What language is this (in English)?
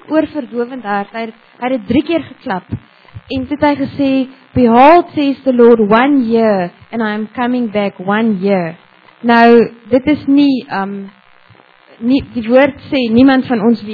Afrikaans